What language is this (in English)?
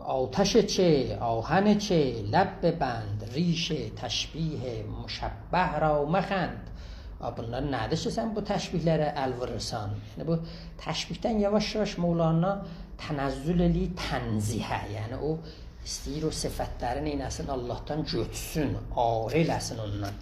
South Azerbaijani